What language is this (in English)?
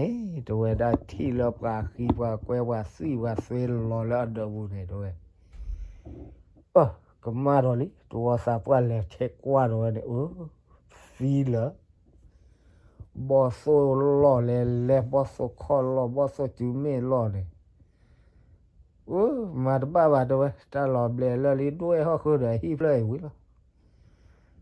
S'gaw Karen